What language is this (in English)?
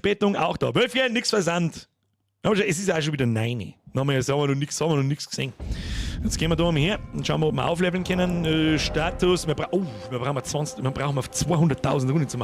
Bavarian